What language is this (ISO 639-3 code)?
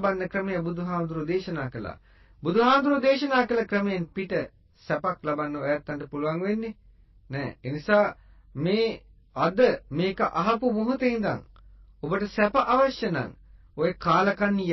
sin